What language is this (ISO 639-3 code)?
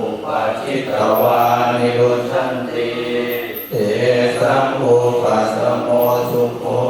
pli